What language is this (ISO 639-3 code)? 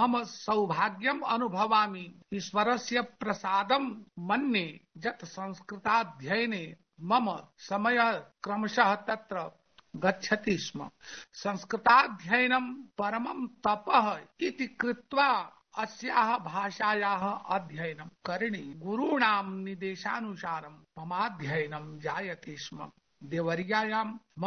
san